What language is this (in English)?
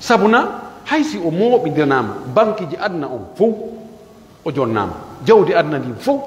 Pular